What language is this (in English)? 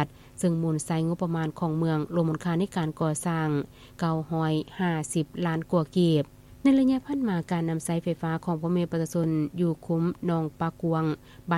Lao